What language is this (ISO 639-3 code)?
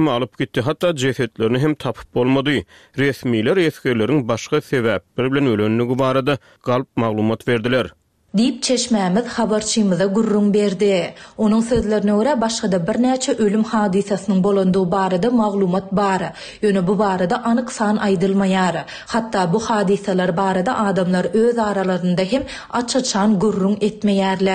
tuk